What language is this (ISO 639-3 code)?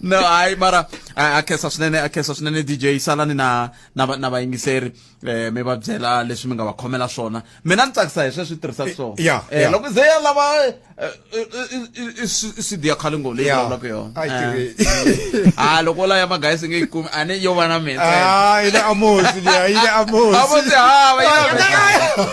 tso